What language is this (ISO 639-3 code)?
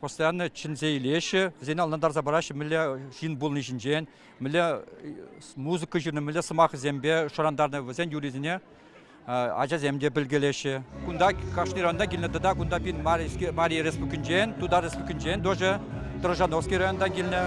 chv